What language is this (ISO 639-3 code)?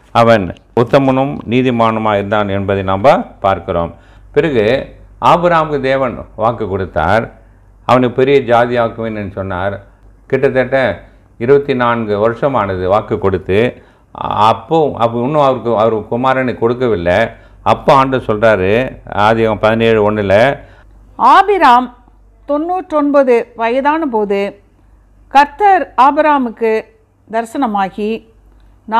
tam